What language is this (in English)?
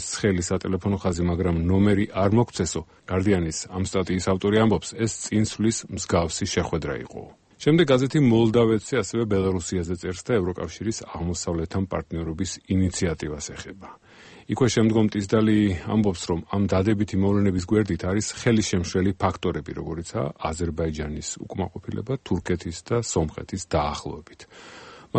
Georgian